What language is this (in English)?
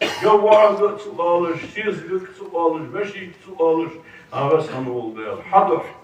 Ingush